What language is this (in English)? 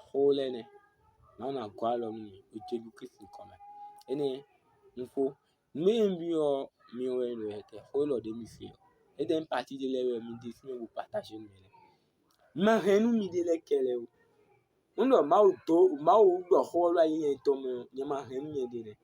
Fon